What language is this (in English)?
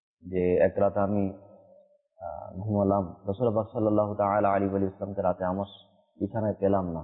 Bangla